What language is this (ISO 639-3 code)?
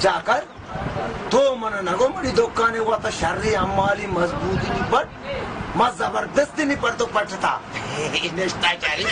bal